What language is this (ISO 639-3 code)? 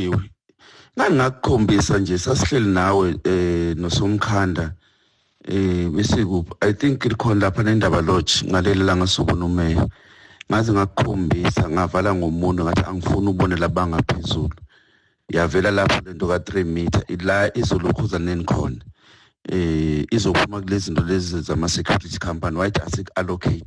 zul